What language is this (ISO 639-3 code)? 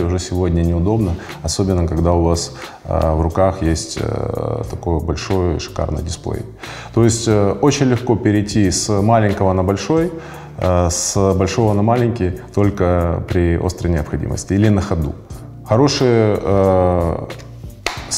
rus